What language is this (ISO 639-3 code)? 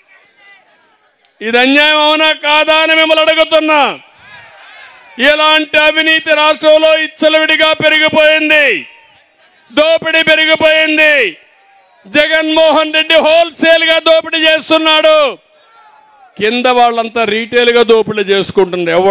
tel